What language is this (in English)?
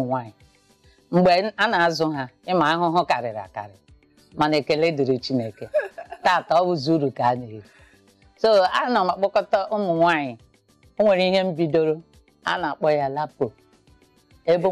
Igbo